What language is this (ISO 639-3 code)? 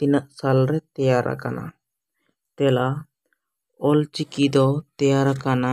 sat